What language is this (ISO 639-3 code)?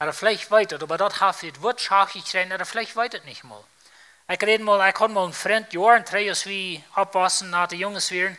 pdt